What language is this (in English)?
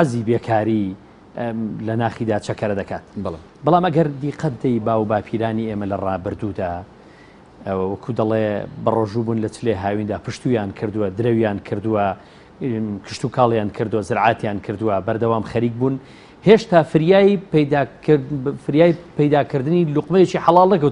Central Kurdish